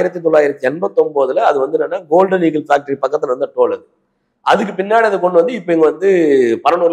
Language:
Tamil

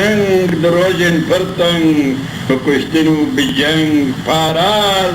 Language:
Kurdish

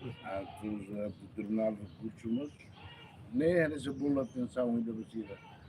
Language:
Tetum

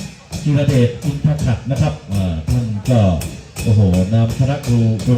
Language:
Lahu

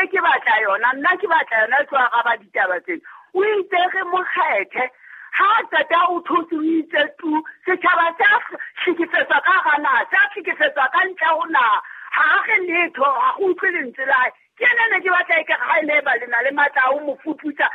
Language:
Southern Sotho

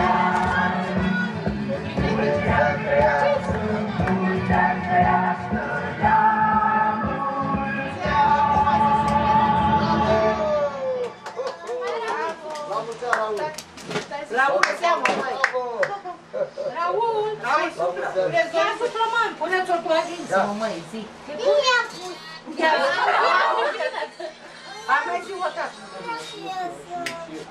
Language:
Romanian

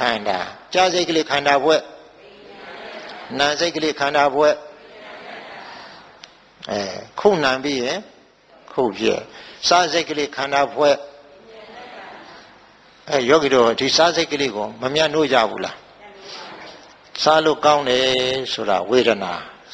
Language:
Burmese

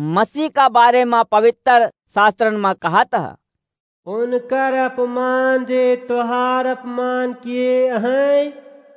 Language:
Awadhi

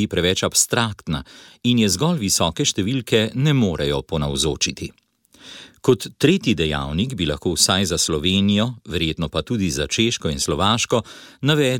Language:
Slovenian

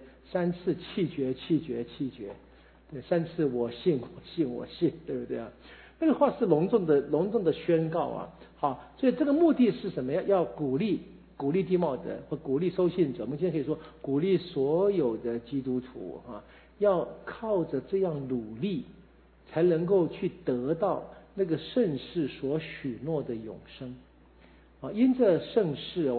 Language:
Chinese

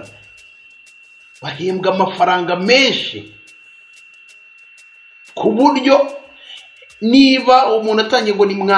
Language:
Kinyarwanda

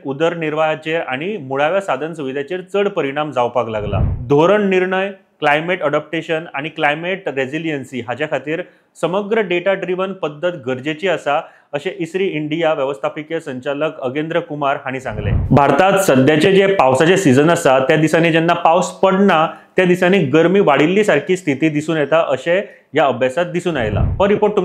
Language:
Konkani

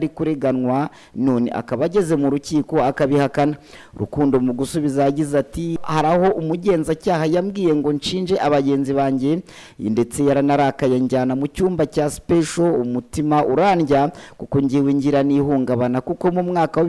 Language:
Kinyarwanda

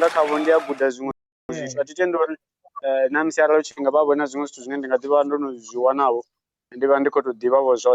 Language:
Venda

